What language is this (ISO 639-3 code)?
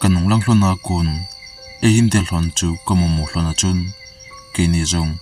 tcz